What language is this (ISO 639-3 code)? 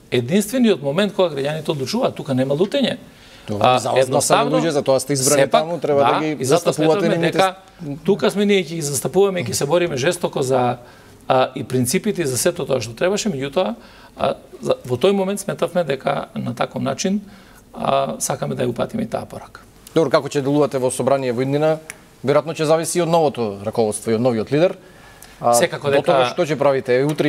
mkd